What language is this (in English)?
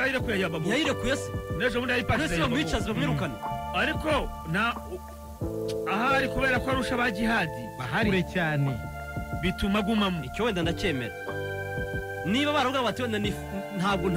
Kinyarwanda